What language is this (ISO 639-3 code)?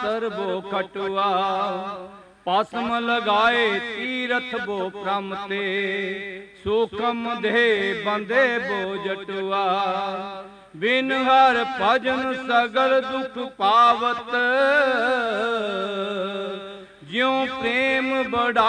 pan